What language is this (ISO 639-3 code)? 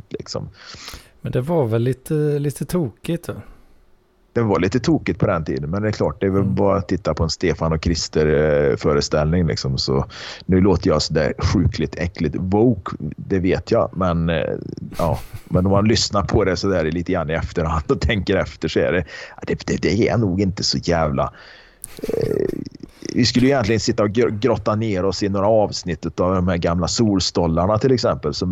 swe